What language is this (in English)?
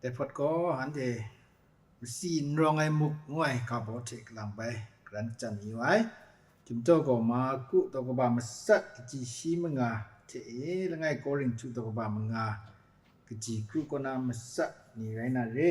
Kachin